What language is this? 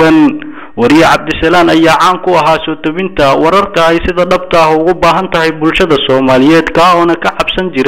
Somali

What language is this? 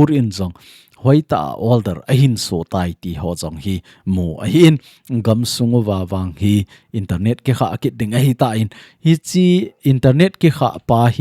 Thado Chin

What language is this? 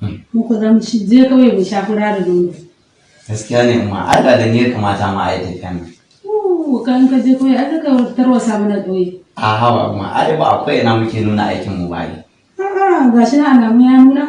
Hausa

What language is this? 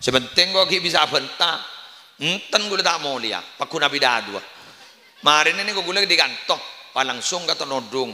Madurese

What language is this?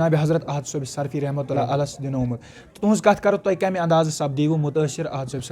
Kashmiri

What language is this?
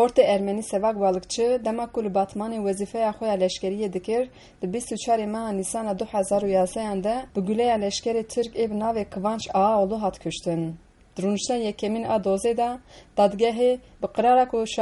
Kurdish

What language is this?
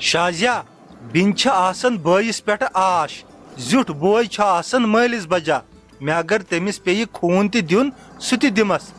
Kashmiri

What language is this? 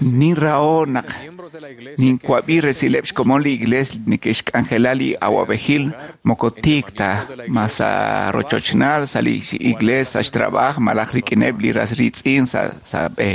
Kekchí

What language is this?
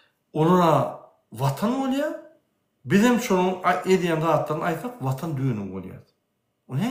Turkmen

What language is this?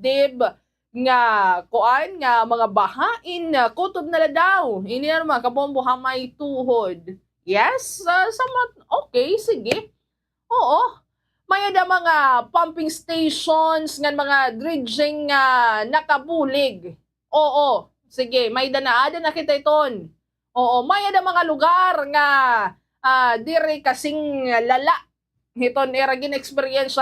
Waray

